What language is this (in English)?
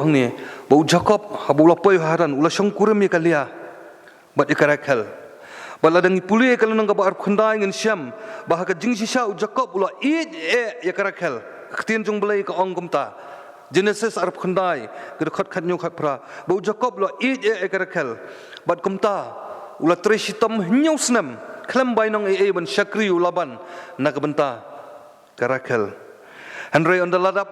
Khasi